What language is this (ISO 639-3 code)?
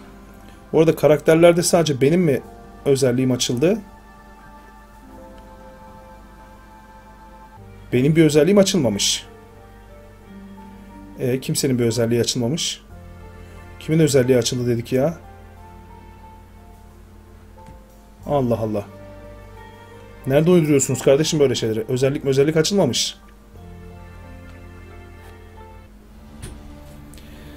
tur